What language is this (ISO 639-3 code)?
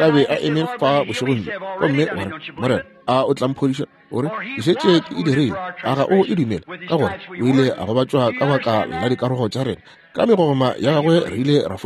nso